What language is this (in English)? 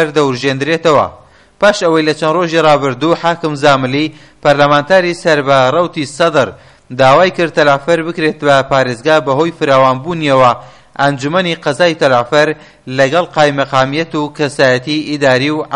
Central Kurdish